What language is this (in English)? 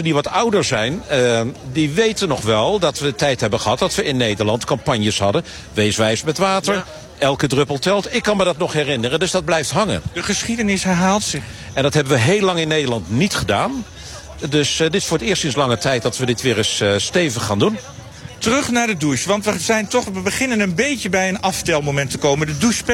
Dutch